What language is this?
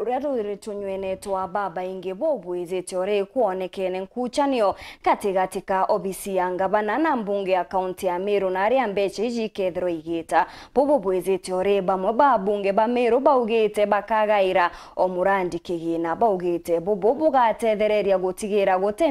Meru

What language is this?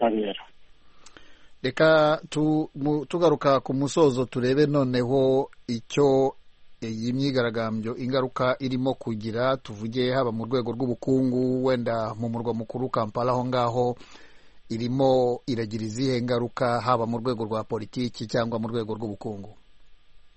Kinyarwanda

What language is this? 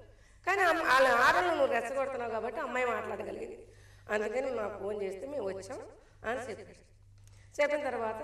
Telugu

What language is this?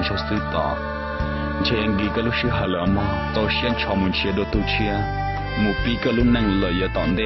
Hmong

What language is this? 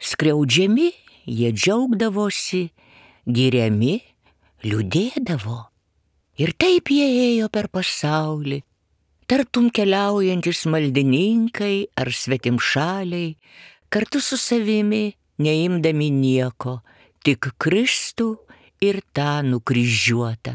Lithuanian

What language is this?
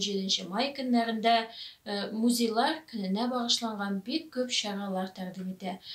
Tatar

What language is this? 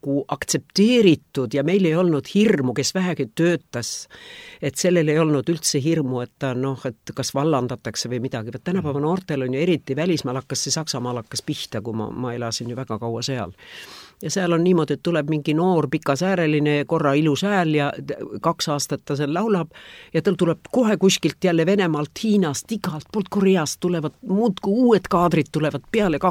Estonian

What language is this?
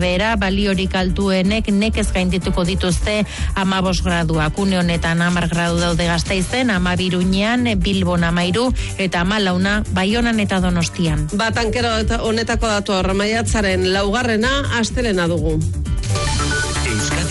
Basque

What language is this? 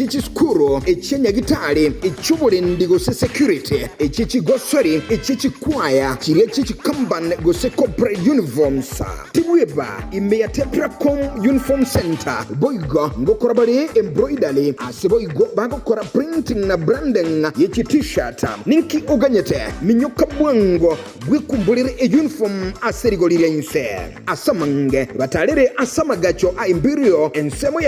Gusii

